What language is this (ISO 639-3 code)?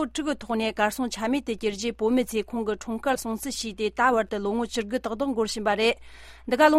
bod